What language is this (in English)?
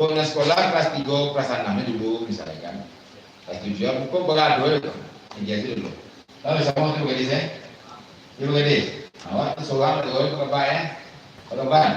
Minangkabau